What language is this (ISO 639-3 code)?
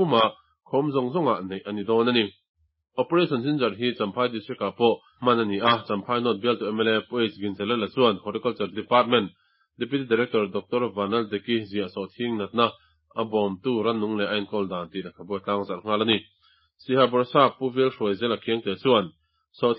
lus